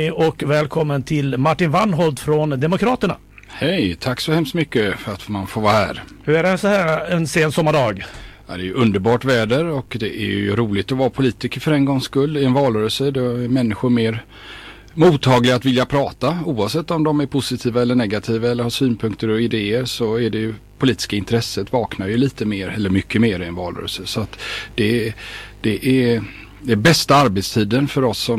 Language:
Swedish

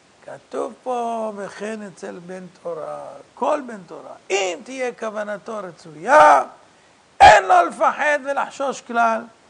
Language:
Hebrew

